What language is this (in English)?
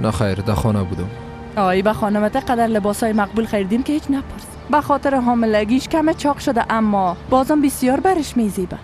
Persian